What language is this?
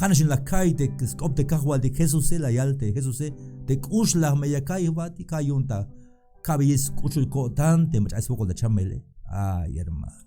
Tzeltal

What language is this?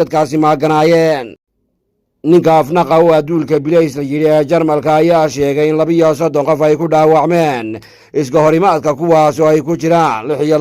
Somali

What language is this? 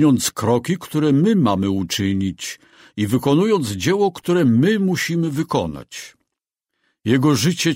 Polish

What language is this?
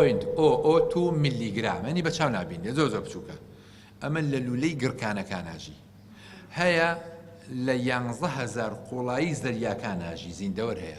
Central Kurdish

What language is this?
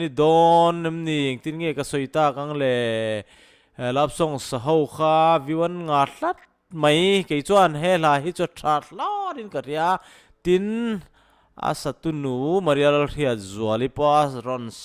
Mizo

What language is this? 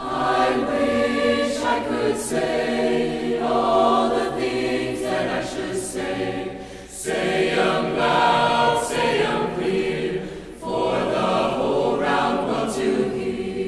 English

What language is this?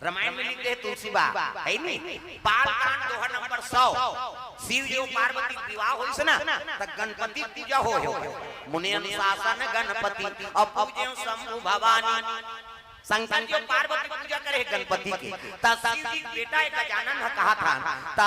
Chhattisgarhi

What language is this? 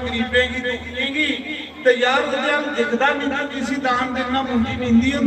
Dogri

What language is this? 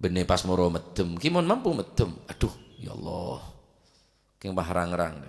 Madurese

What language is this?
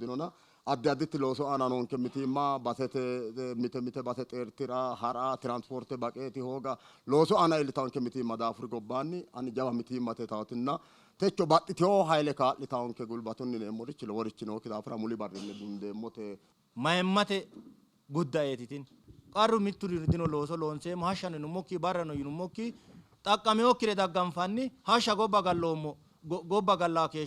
Sidamo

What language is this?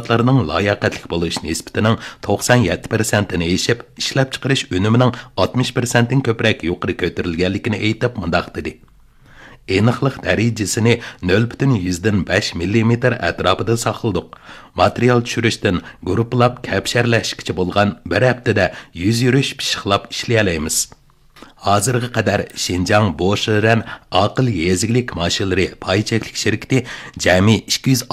Uyghur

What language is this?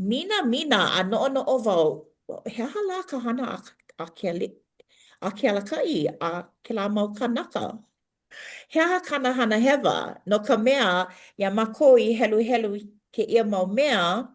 Hawaiian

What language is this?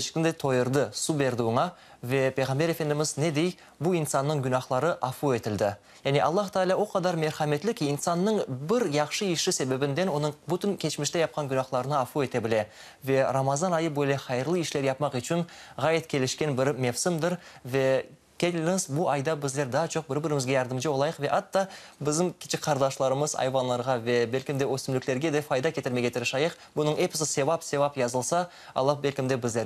Crimean Tatar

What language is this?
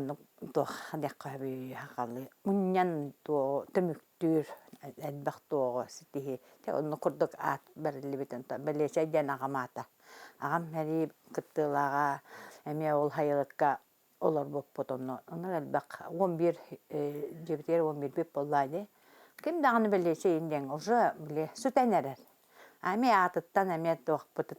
Yakut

